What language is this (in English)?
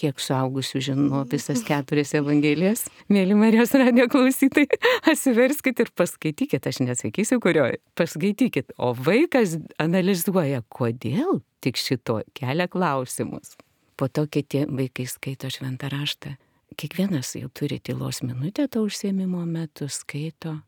Lithuanian